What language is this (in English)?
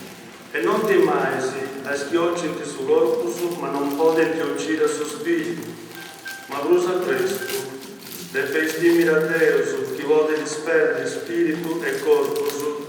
Sardinian